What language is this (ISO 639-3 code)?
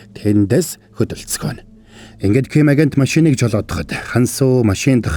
mon